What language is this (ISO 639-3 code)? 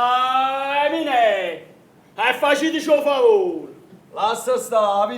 nap